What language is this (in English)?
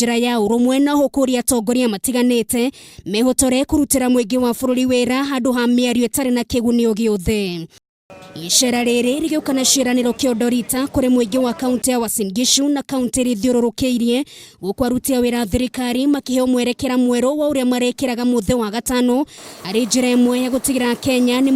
Kikuyu